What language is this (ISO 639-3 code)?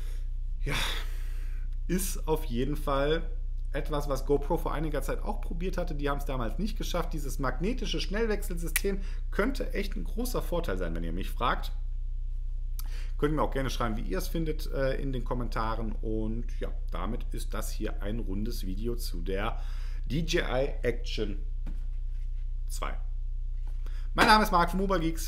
deu